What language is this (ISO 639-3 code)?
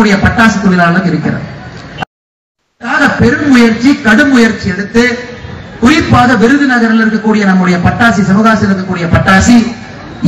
tam